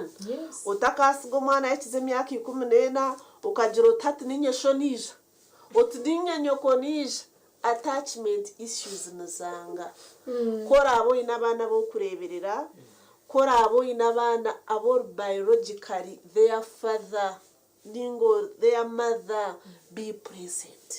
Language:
Nyankole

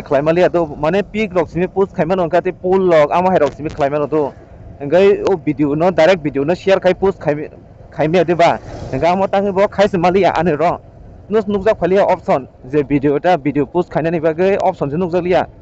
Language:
Kok Borok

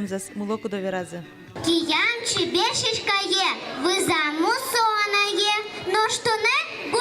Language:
Udmurt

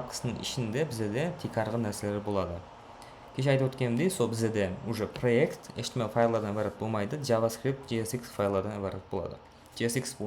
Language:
Kara-Kalpak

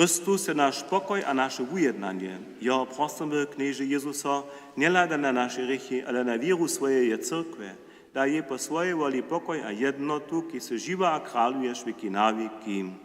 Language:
Upper Sorbian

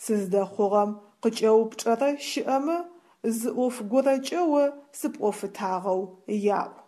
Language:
Adyghe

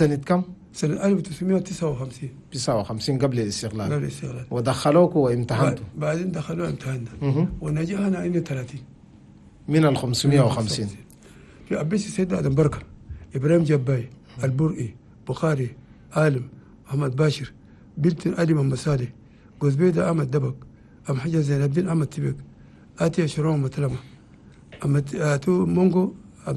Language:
Chadian Arabic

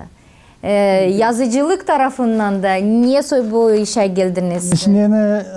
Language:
Gagauz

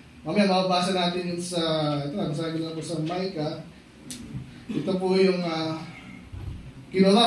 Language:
Filipino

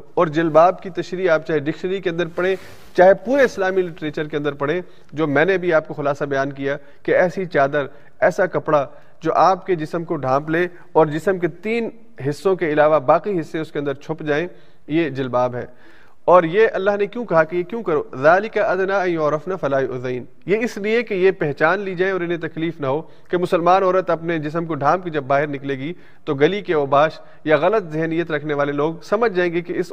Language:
Urdu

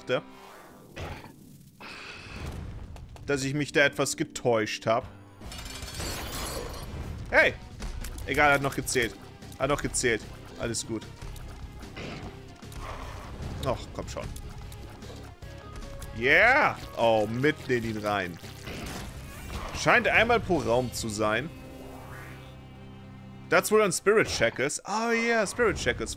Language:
German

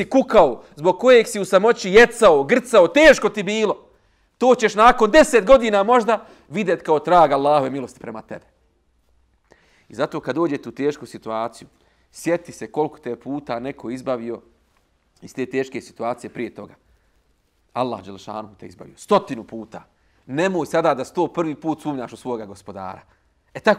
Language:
Bosnian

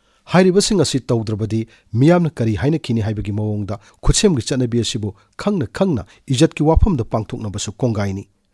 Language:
Manipuri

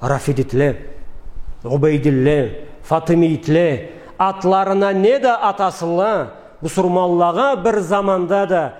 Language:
Karachay-Balkar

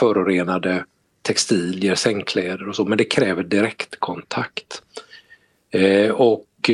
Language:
Swedish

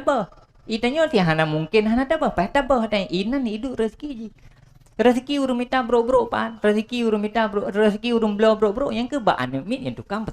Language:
Achinese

